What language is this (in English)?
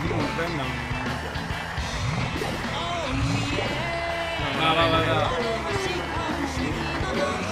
Italian